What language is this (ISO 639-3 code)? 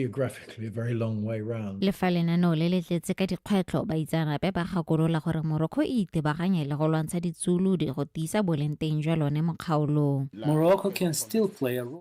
tsn